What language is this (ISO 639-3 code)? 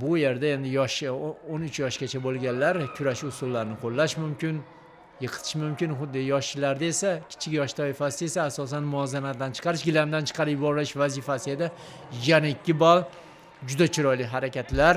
uzb